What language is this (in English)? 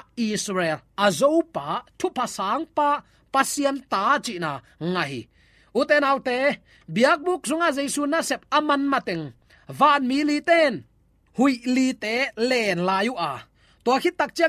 Tedim Chin